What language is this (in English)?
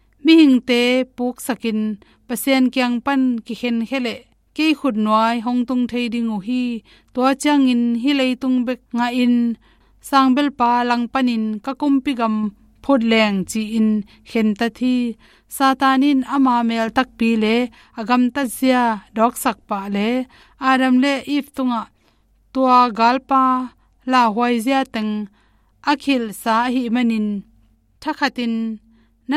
Tedim Chin